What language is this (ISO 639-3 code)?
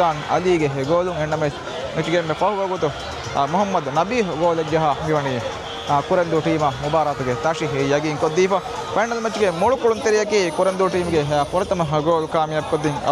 div